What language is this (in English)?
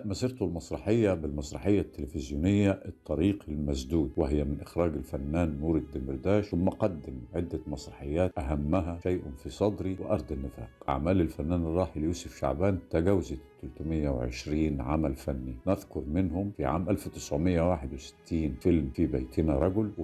Egyptian Arabic